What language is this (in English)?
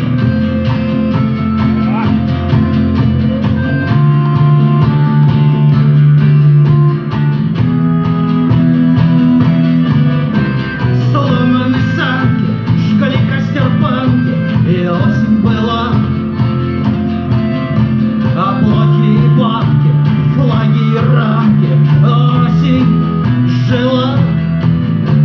Russian